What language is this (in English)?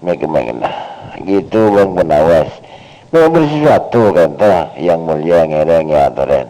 Madurese